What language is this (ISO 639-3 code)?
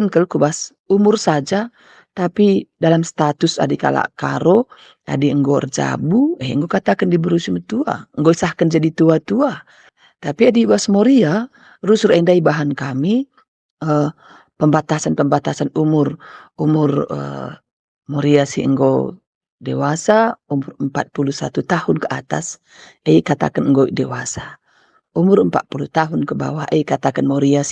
btx